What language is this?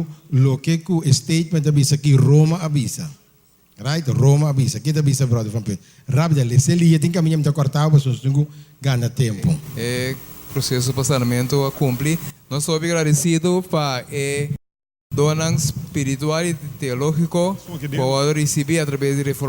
Papiamento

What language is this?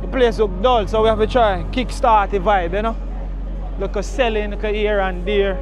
Jamaican Creole English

